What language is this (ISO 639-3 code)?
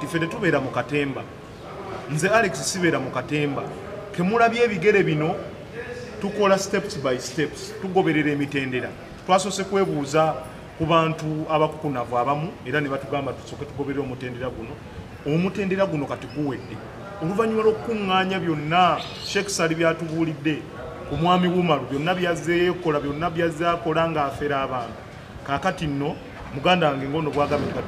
lug